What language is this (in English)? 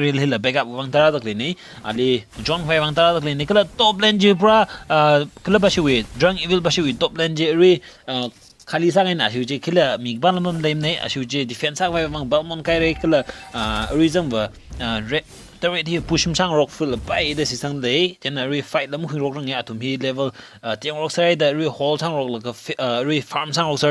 Tangkhul Naga (India)